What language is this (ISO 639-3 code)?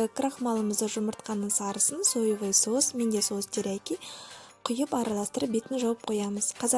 kaz